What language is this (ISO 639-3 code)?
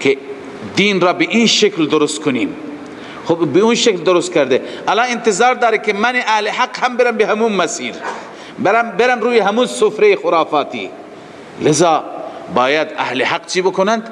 fas